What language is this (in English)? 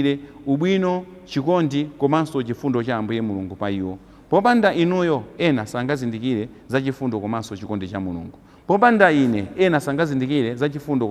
Nyanja